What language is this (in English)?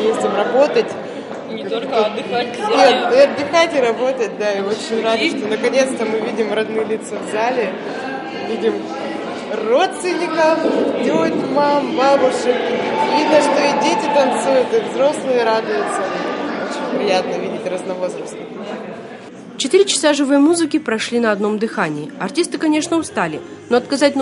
Russian